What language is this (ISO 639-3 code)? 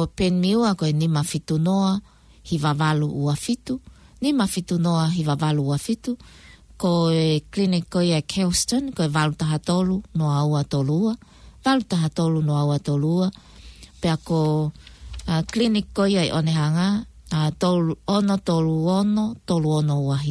ton